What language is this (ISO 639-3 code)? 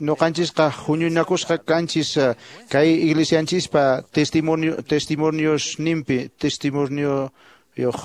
que